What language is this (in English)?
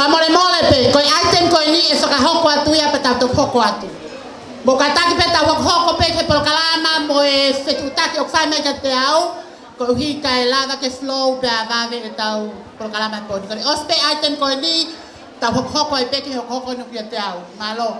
Tongan